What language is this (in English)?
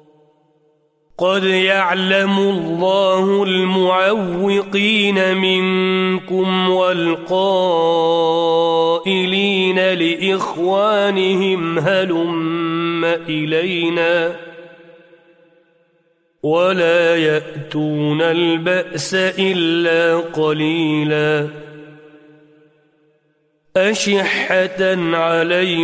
Arabic